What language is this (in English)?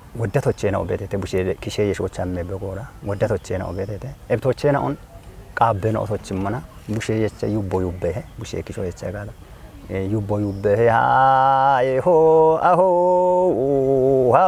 Kafa